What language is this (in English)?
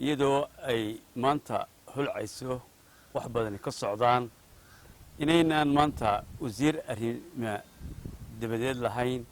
Somali